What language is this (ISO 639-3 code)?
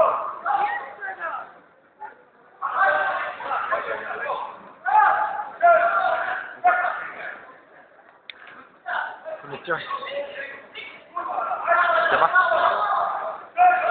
tur